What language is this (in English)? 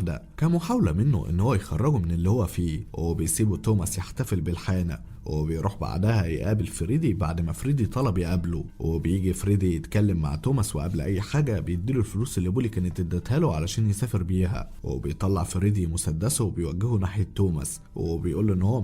Egyptian Arabic